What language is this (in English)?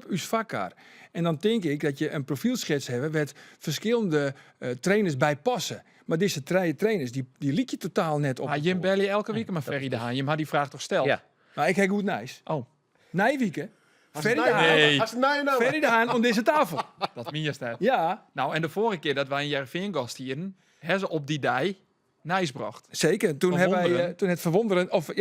Western Frisian